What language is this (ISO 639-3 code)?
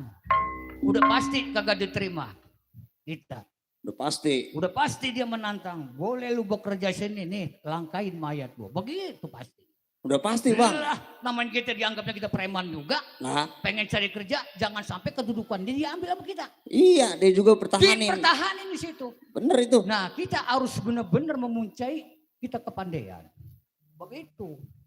bew